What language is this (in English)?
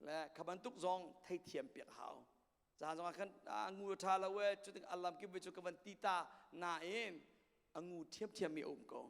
Hakha Chin